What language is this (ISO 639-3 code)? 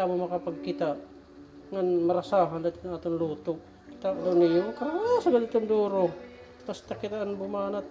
war